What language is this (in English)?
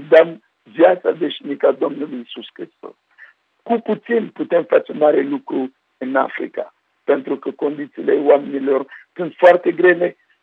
Romanian